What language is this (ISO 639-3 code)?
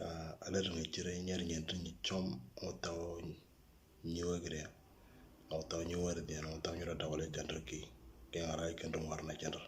mor